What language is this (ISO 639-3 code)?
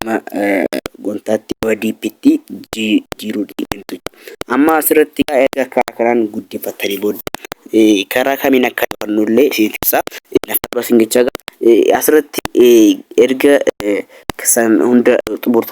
orm